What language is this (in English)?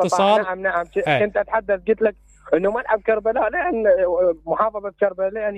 Mesopotamian Arabic